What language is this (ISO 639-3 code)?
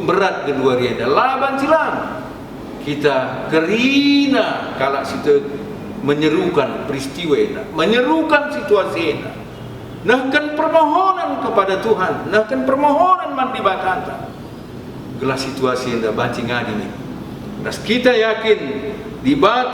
btx